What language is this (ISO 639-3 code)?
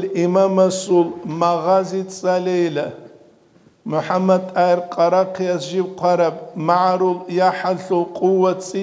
ava